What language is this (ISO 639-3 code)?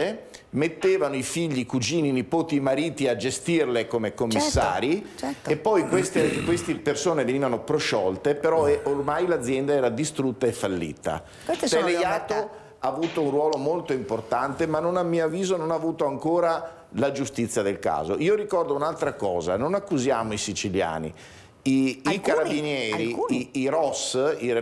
ita